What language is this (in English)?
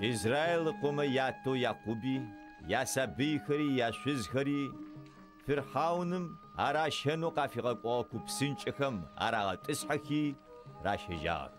Adyghe